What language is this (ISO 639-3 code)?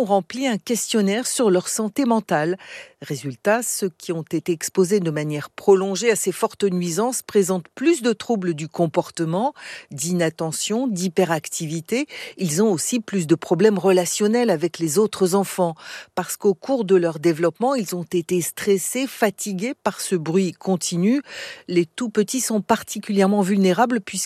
fra